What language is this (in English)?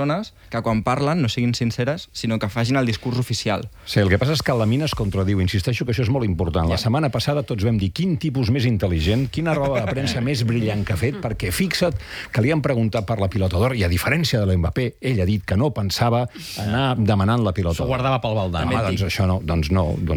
Catalan